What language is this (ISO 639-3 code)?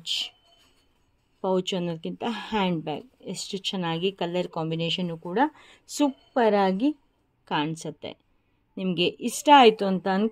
kan